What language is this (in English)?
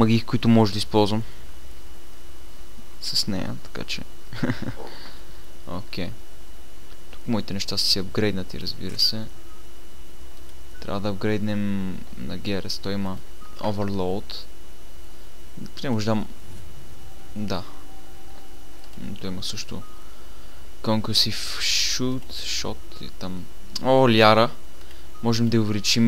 Bulgarian